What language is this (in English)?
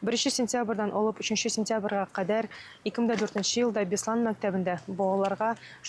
Tatar